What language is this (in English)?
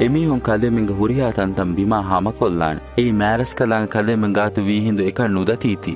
Divehi